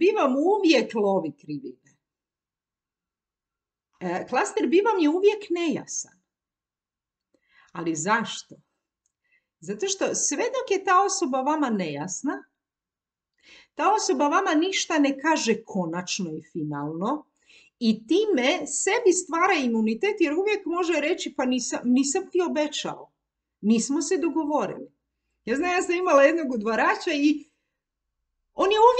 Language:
Croatian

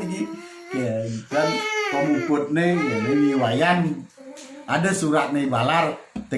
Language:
Balinese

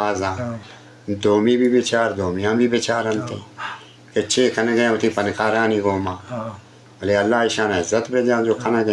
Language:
Eastern Balochi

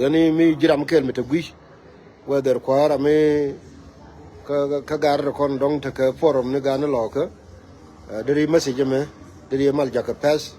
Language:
Nuer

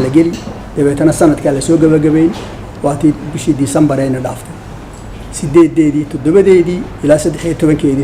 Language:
Somali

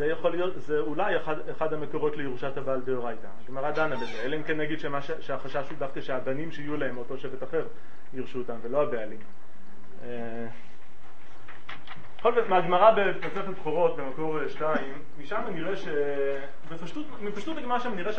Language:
Hebrew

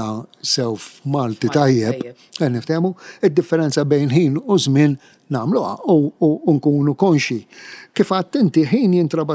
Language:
Maltese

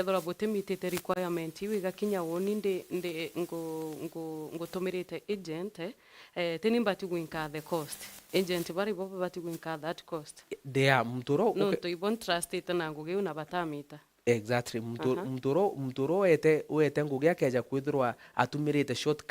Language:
Meru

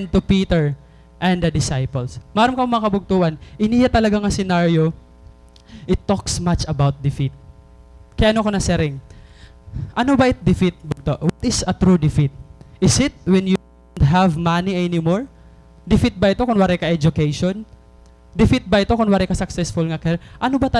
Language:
Waray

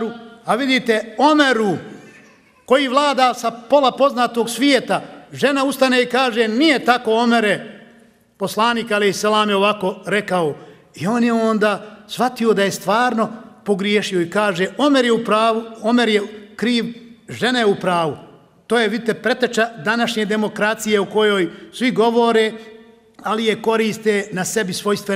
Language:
Bosnian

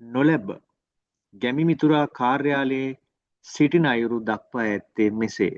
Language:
Sinhala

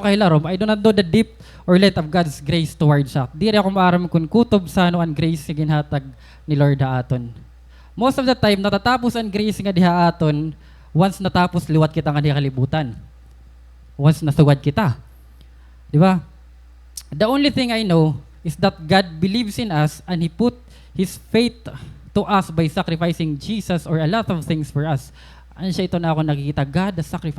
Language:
Waray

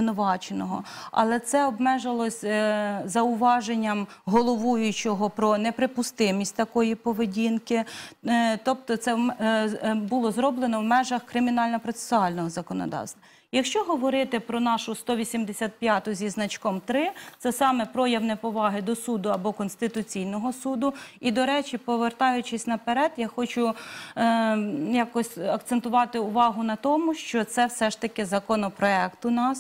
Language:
Ukrainian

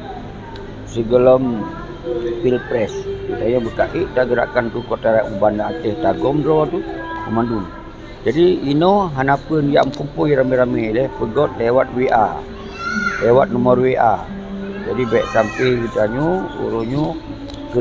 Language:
Achinese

